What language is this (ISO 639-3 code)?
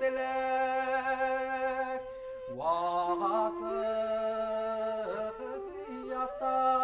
bak